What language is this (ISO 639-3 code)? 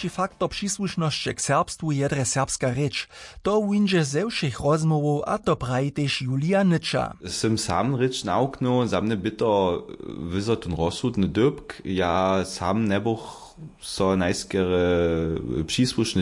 hsb